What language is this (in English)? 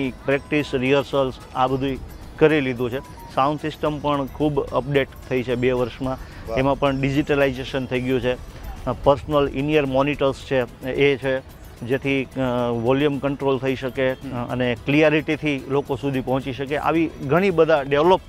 Gujarati